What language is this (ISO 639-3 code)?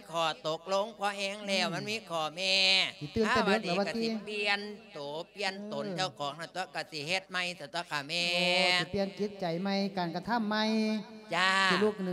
lao